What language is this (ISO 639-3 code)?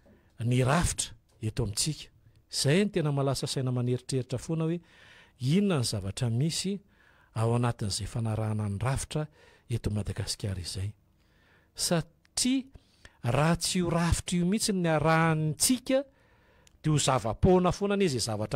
mlg